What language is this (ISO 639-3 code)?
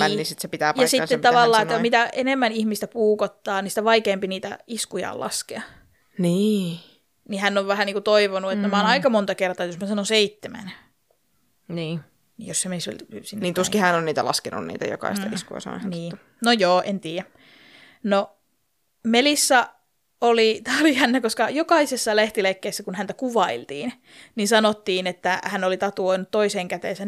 fin